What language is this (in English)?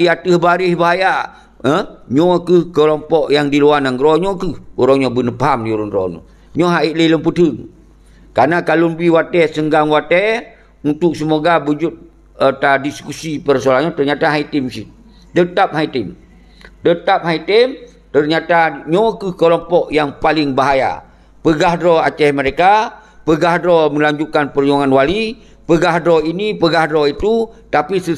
Achinese